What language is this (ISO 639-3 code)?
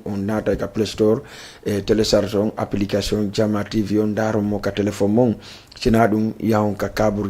ful